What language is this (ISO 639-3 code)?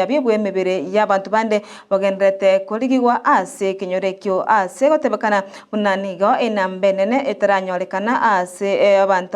guz